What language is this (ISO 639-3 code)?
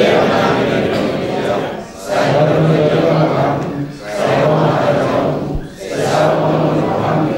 bbc